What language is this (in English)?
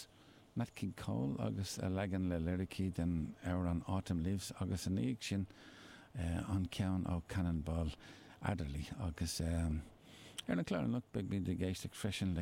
Irish